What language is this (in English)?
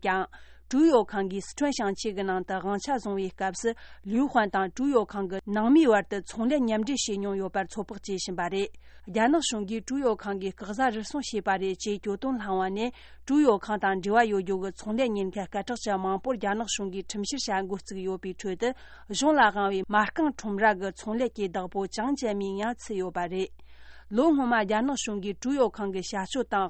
Tibetan